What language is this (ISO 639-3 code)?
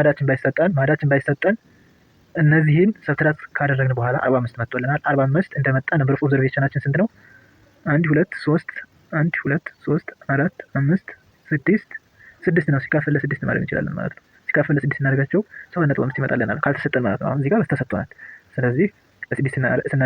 amh